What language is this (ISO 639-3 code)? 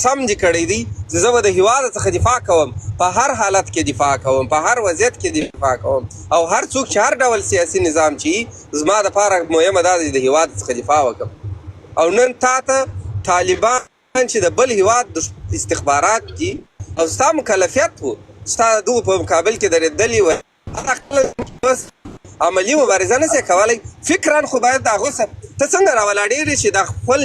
pus